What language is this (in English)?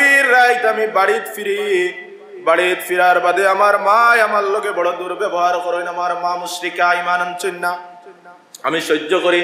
Sylheti